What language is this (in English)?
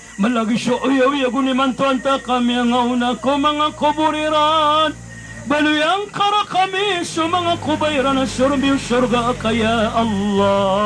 Maranao